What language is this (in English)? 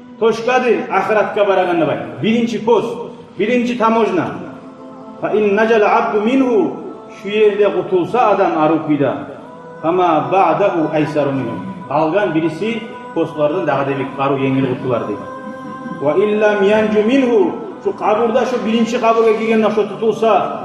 Kumyk